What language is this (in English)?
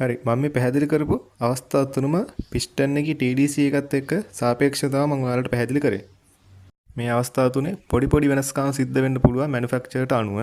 Sinhala